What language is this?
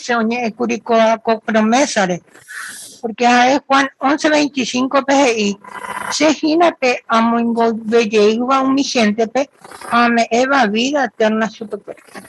Guarani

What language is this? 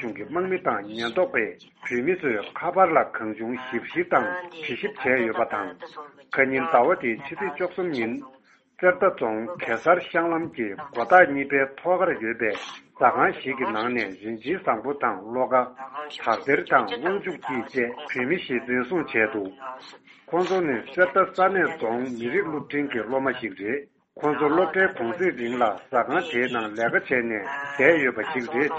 Tibetan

